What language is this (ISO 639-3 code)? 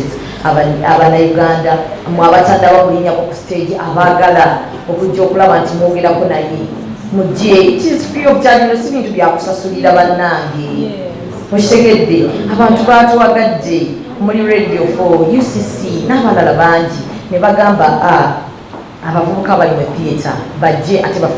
lug